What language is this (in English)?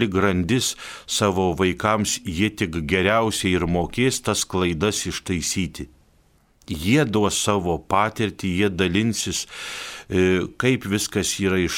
Lithuanian